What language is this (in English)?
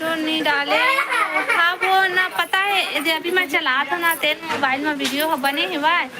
Chhattisgarhi